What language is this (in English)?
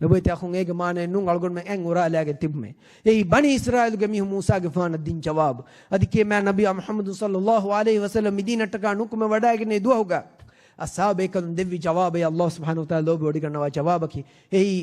Divehi